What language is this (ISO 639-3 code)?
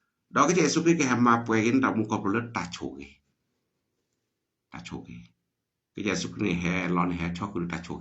ksw